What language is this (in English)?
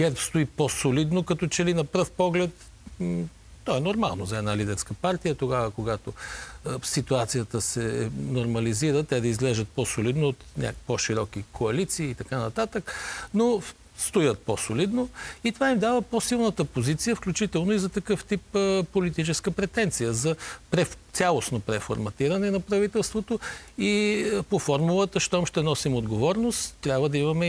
Bulgarian